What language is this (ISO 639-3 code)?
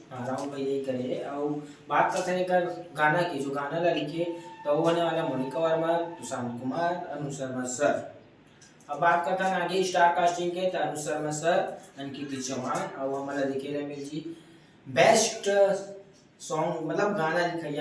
hne